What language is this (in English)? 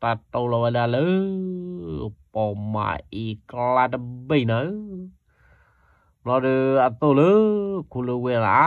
S'gaw Karen